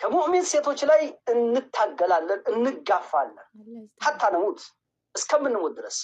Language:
Amharic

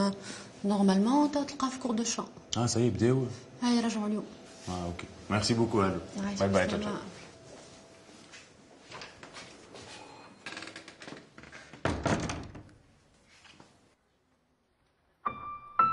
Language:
Tunisian Arabic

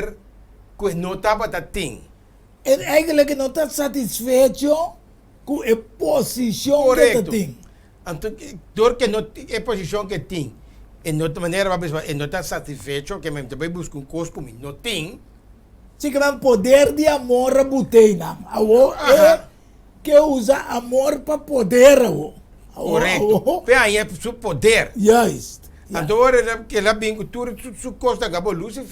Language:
Papiamento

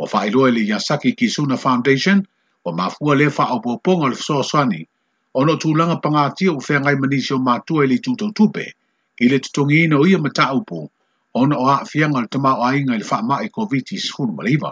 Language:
Samoan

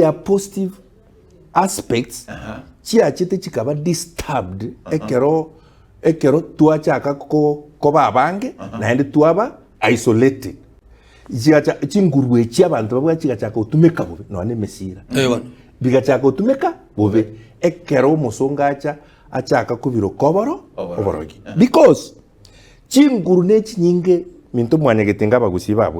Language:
Gusii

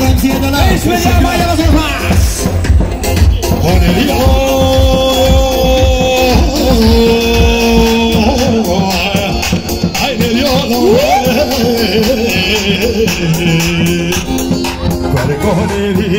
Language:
Persian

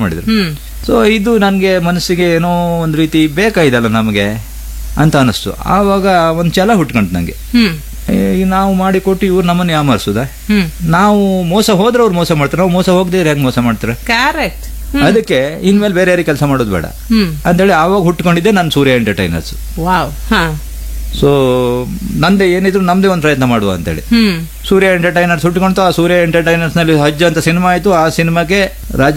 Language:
Kannada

